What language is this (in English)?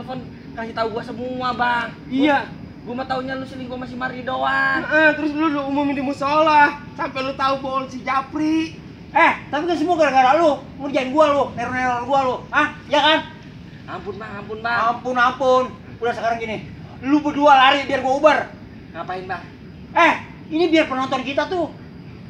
Betawi